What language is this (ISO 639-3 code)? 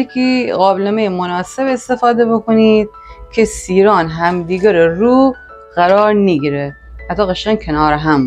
glk